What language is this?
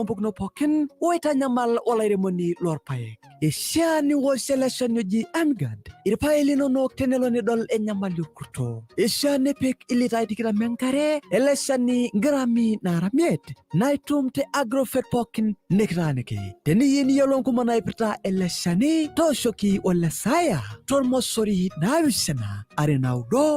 Masai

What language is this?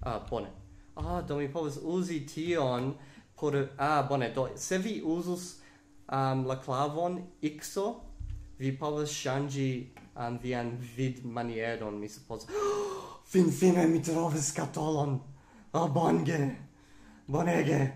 Esperanto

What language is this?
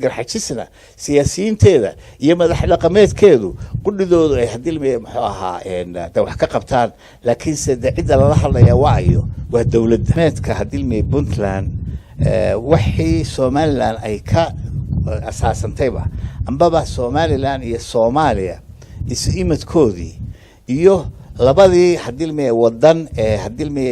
Somali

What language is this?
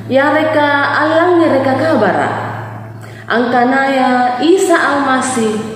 Makasar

